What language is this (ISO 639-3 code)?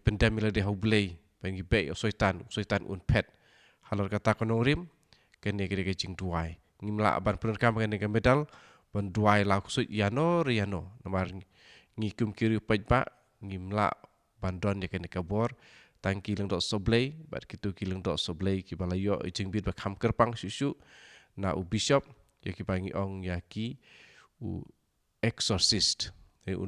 kha